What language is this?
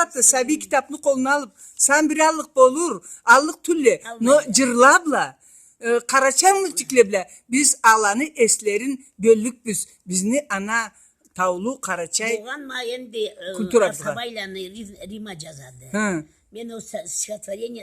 Karachay-Balkar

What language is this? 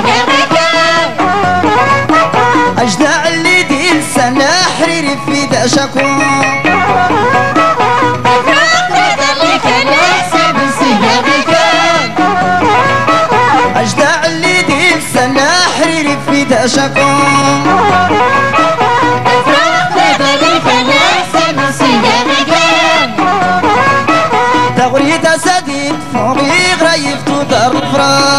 Moroccan Arabic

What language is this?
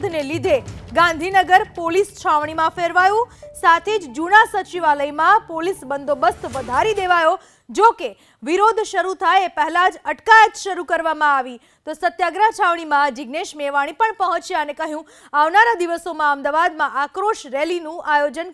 Gujarati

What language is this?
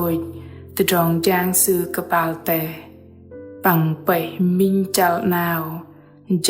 Bahnar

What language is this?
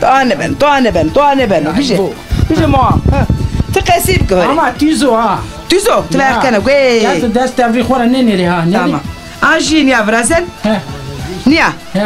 Zaza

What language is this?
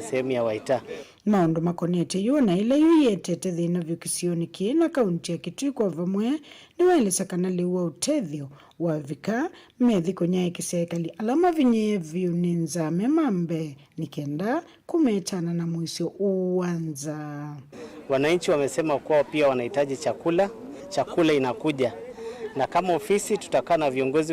Kamba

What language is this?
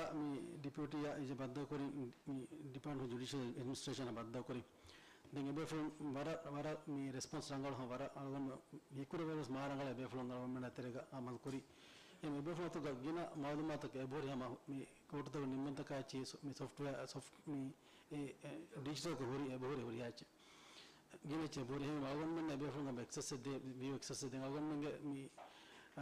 Divehi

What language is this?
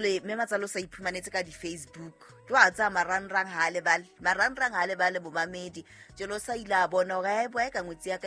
Southern Sotho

